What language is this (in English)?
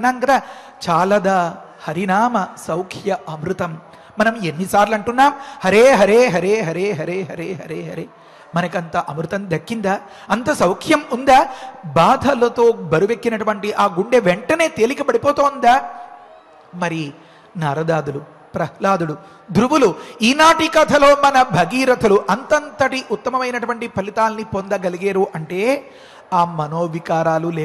Telugu